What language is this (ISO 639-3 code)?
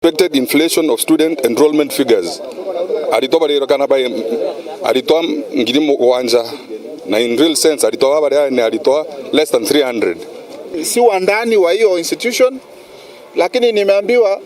mer